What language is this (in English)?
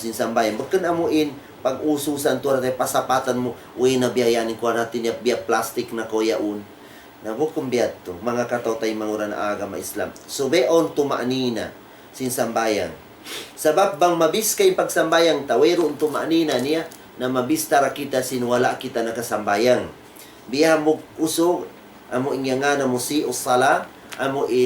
Tausug